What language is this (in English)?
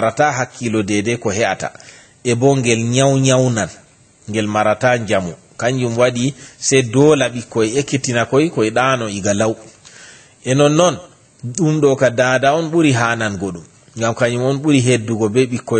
Fula